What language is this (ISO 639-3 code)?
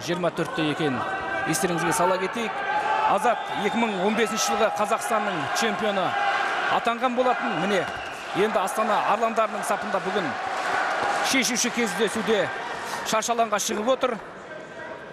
kaz